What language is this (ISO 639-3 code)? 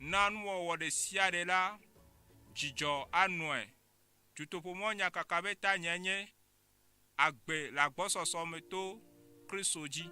ewe